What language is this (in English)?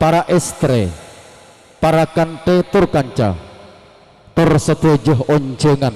Madurese